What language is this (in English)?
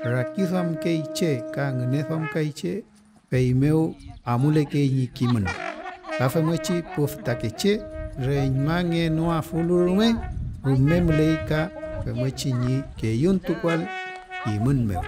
Mapuche